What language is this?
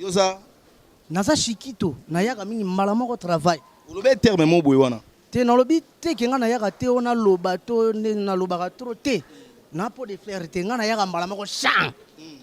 Lingala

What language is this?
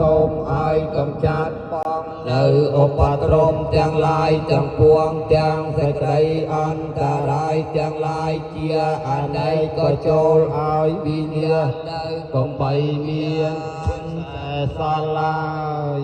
Khmer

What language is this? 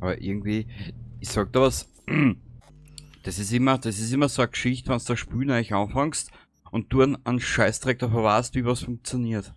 Bavarian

